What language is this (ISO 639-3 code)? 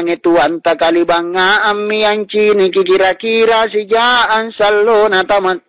mak